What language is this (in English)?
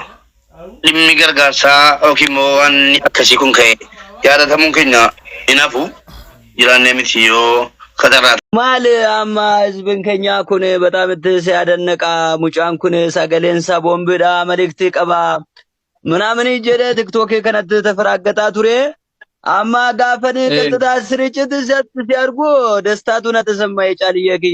Oromo